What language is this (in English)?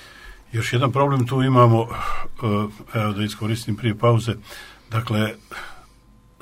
Croatian